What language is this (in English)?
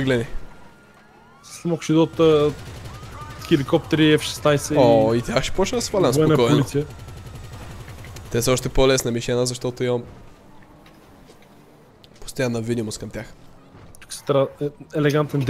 Bulgarian